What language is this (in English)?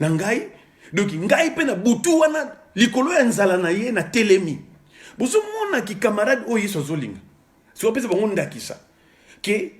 Lingala